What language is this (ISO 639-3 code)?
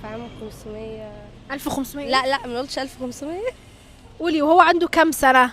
arz